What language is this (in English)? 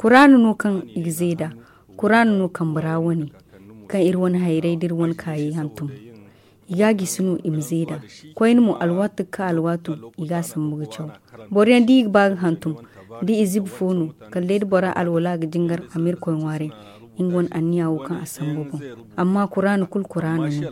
Zarma